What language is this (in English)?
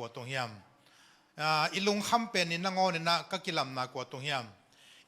Tedim Chin